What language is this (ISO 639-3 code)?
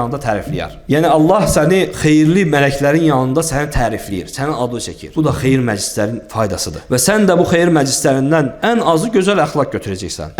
aze